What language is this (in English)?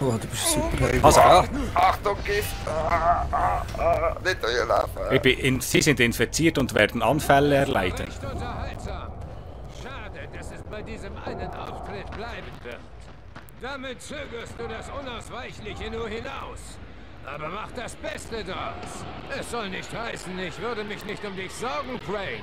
Swiss German